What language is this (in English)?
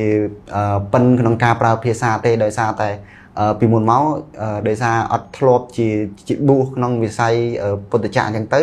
Khmer